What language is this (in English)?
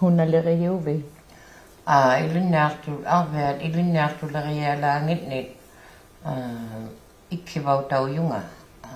Inuktitut